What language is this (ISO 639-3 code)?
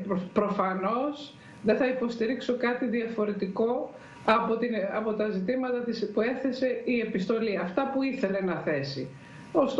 ell